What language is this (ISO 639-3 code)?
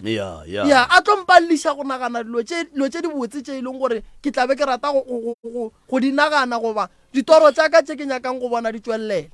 nso